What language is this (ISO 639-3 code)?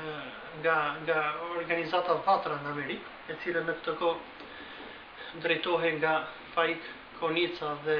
sqi